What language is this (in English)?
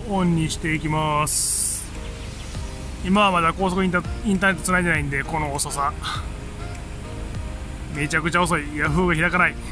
Japanese